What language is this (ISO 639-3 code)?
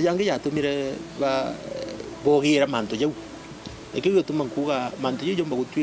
mer